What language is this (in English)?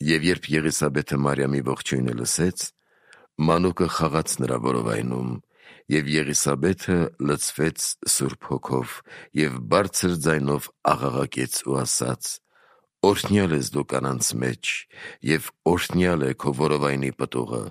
Armenian